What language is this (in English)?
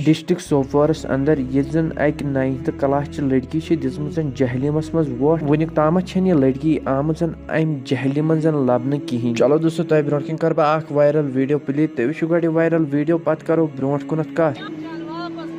Kashmiri